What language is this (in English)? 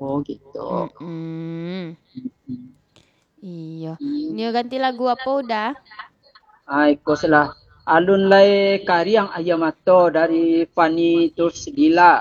Minangkabau